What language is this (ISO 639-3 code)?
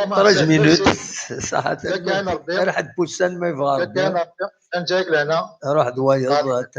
kab